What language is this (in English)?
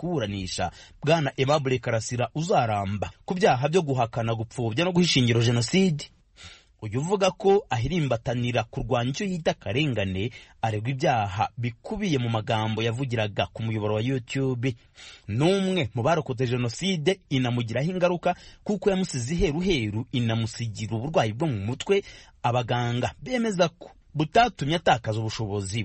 Kinyarwanda